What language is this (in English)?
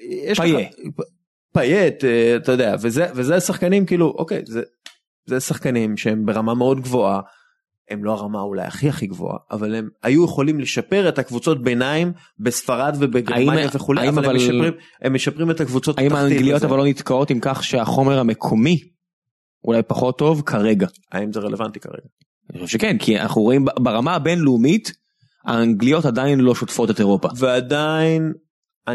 Hebrew